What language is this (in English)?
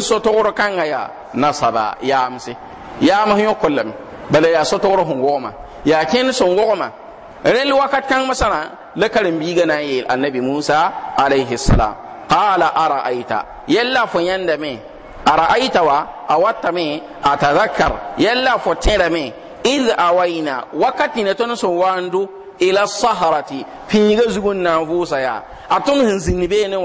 Mossi